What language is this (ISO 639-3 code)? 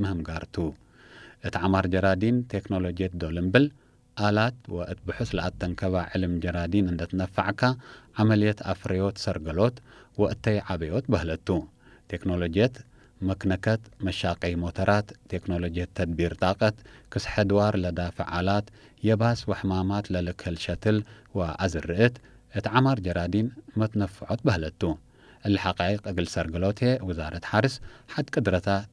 tig